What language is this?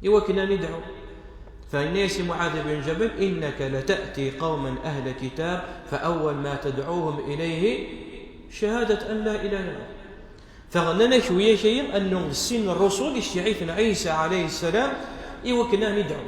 Kabyle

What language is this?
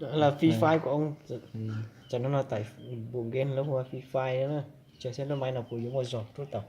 Hmong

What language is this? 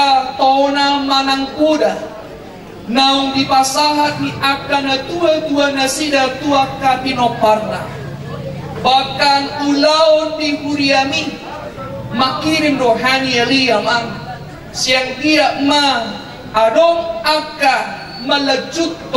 Batak Toba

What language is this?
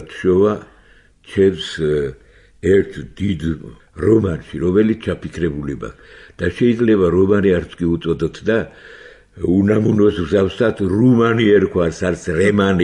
Georgian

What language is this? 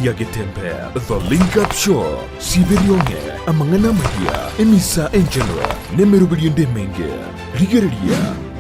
Gusii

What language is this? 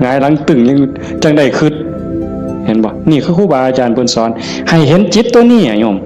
Northeastern Thai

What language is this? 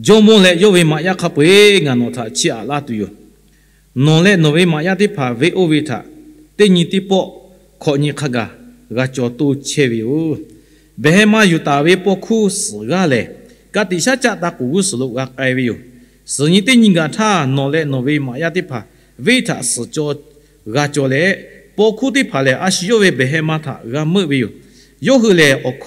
Lahu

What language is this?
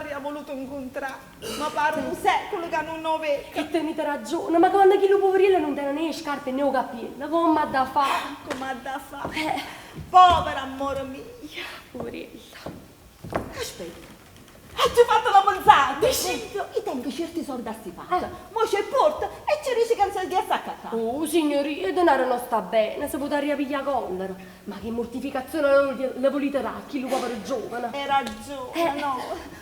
Neapolitan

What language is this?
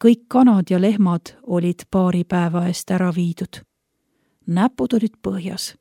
Estonian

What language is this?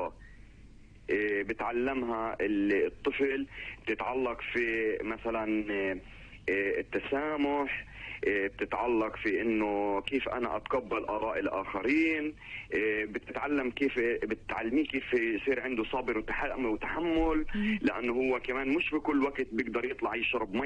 North Levantine Arabic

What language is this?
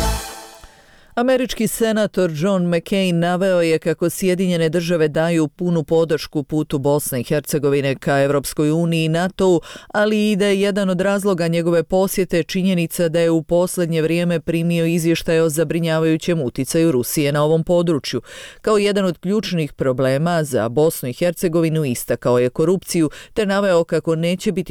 Bosnian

